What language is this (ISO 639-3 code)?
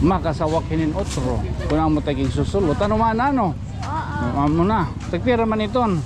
war